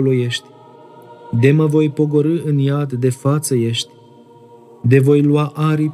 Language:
Romanian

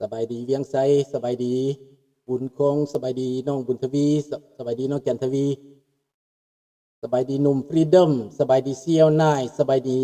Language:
Lao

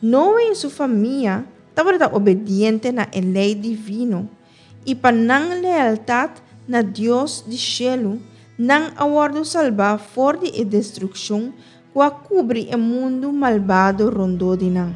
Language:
Papiamento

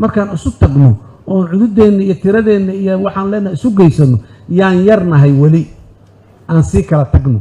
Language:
Somali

